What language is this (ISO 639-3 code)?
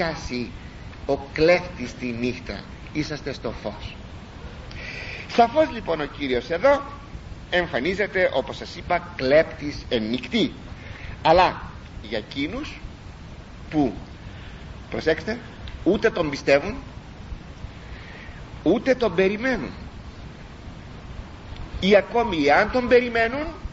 ell